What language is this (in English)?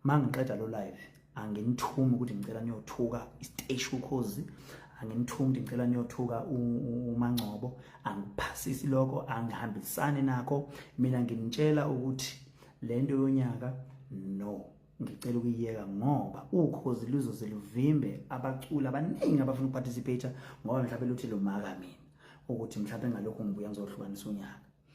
Zulu